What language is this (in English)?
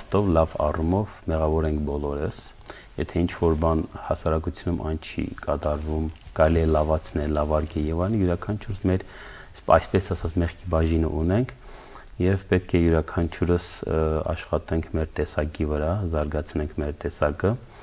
Armenian